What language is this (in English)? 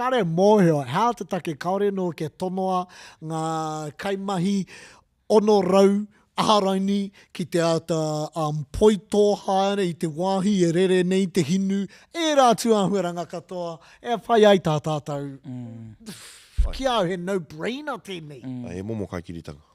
Māori